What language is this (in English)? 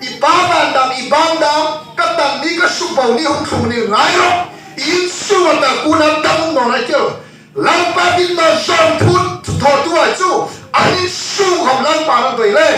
Hmar